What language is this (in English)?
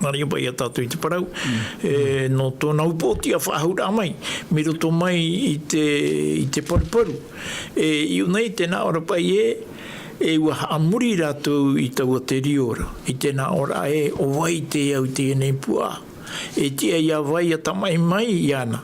Tahitian